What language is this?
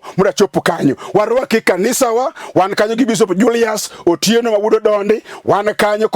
Luo (Kenya and Tanzania)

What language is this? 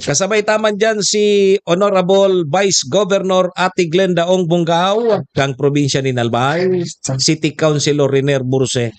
Bikol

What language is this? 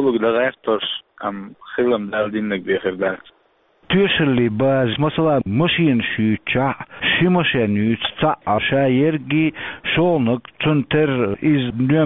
Chechen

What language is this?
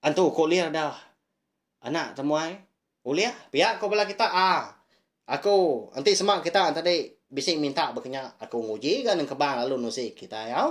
Iban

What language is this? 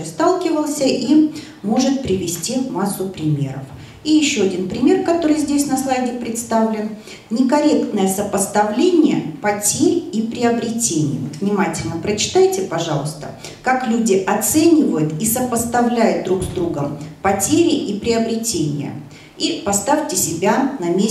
Russian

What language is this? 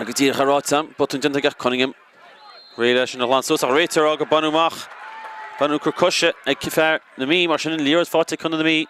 Irish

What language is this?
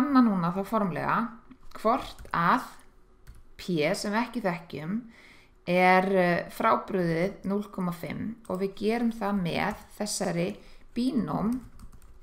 Icelandic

